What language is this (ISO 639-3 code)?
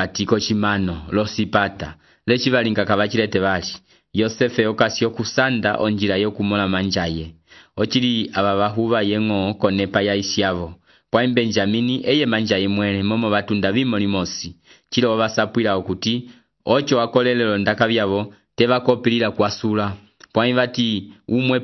umb